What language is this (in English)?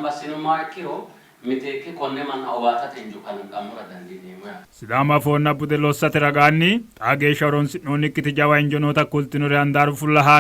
Sidamo